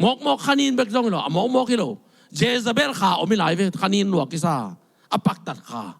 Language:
Tedim Chin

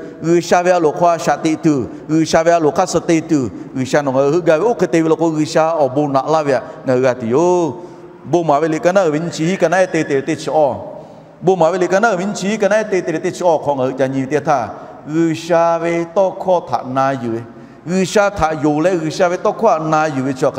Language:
Lahu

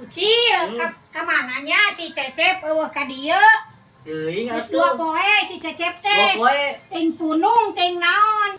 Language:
Sundanese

